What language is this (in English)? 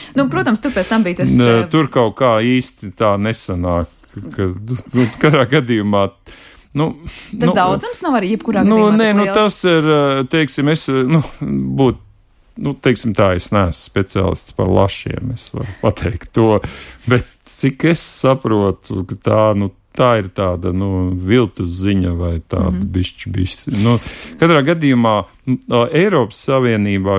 Latvian